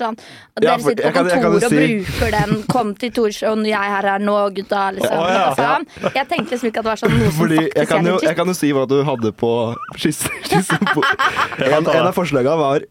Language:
Norwegian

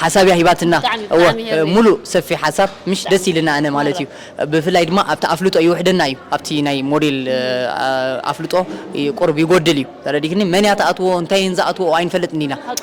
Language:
Tigrinya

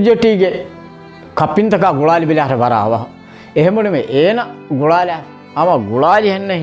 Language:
Divehi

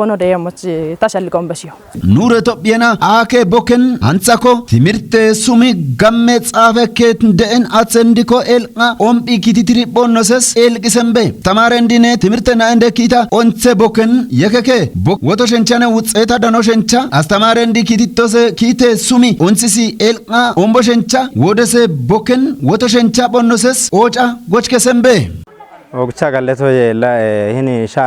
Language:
Kafa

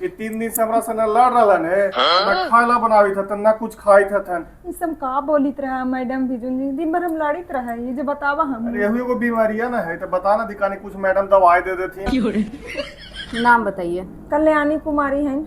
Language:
Magahi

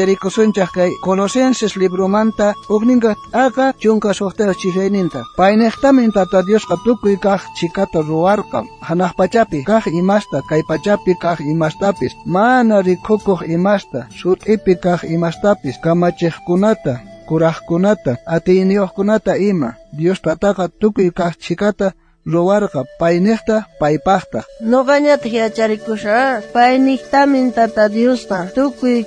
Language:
South Bolivian Quechua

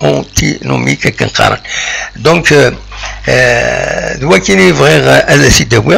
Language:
Kabyle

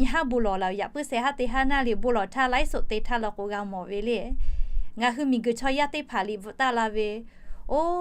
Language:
Lahu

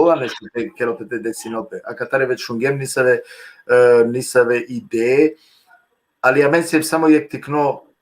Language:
Balkan Romani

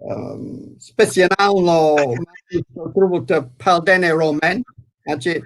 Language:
Balkan Romani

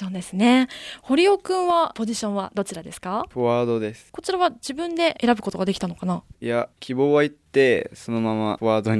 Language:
Japanese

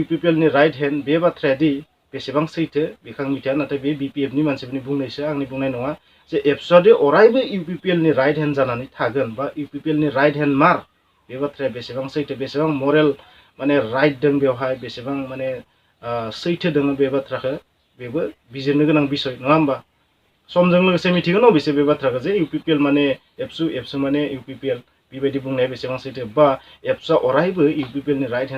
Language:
Bodo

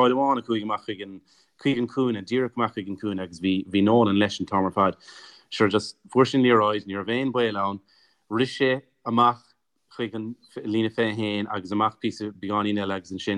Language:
Irish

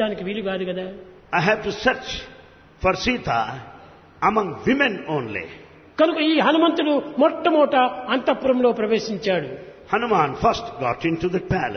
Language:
Telugu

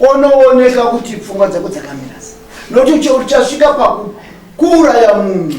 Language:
Shona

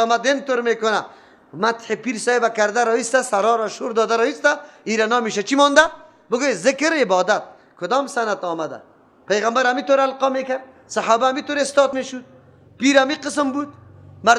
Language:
Persian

